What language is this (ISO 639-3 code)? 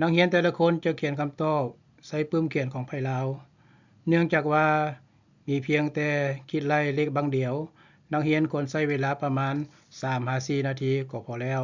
lao